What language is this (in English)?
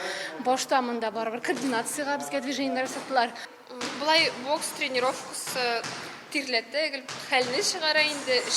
Tatar